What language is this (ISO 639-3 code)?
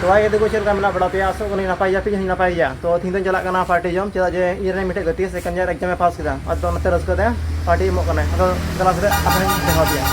sat